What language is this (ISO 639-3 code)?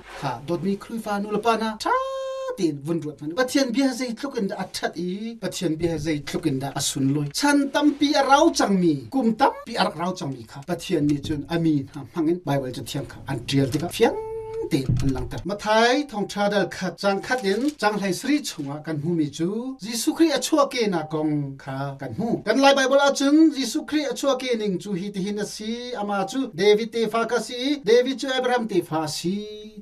cnh